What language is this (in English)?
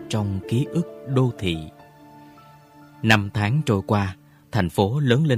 Vietnamese